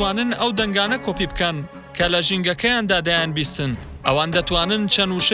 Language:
Central Kurdish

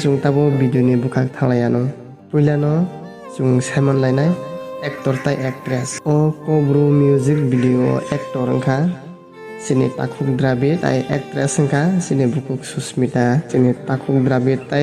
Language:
Kok Borok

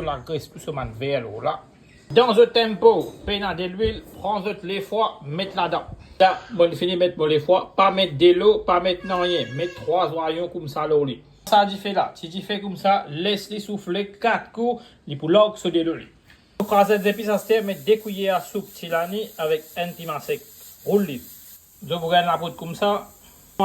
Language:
Morisyen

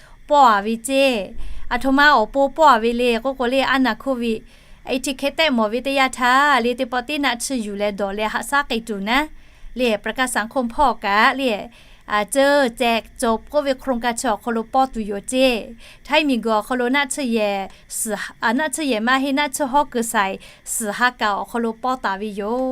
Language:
Lahu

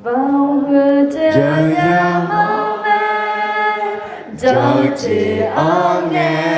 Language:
Akha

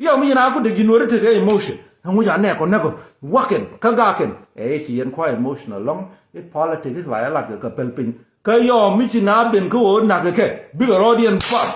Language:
Nuer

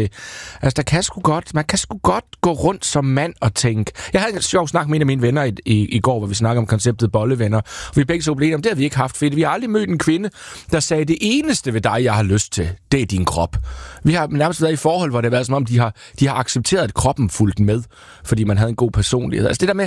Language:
Danish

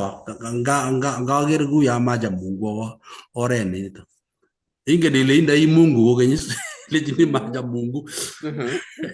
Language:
Kalenjin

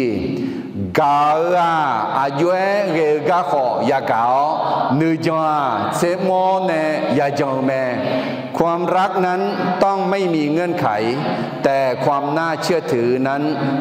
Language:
Akha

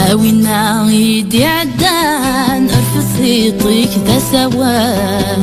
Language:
Kabyle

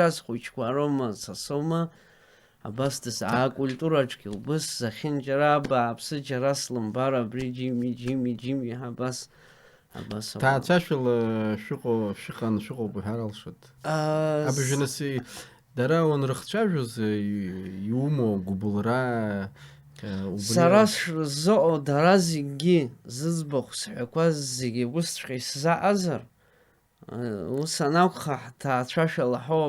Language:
Abkhazian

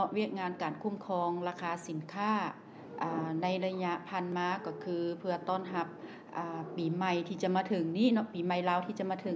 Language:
Lao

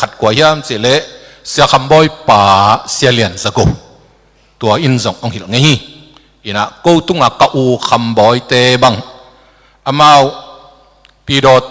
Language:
Tedim Chin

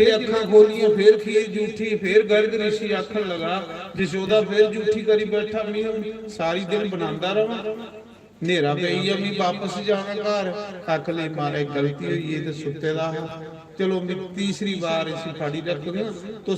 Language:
Dogri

